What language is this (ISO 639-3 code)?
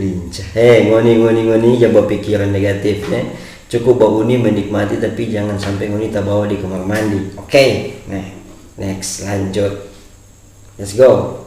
xmm